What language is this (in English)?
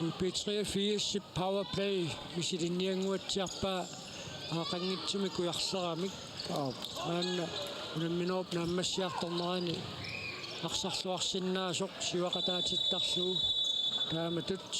Kalaallisut